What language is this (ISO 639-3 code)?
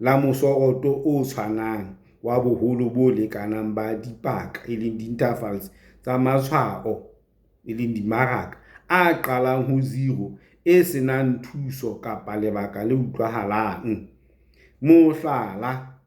sot